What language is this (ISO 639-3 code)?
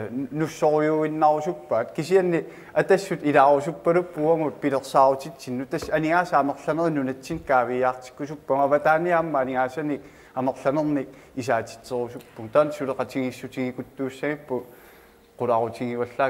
kal